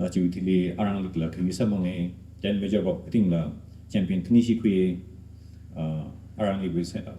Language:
Tangkhul Naga (India)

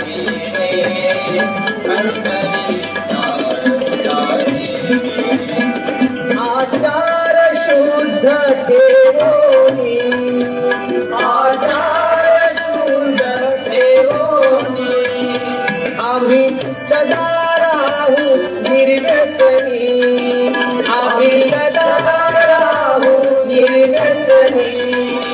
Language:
Marathi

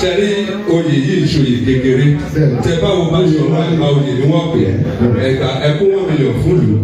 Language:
Yoruba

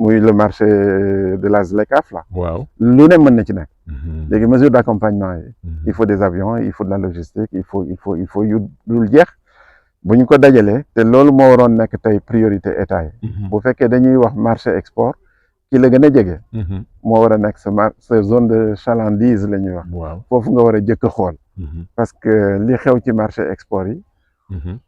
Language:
Wolof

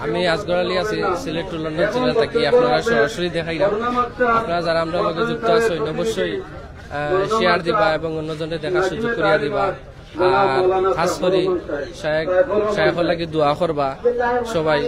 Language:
Sylheti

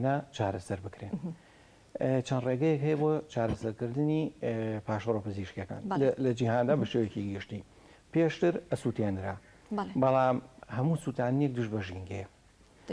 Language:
Central Kurdish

